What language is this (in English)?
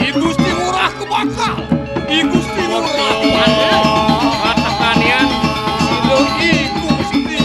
Balinese